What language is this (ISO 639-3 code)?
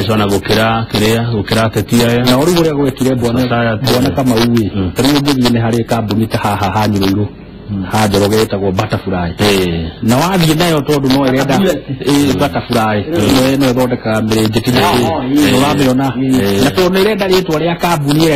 kik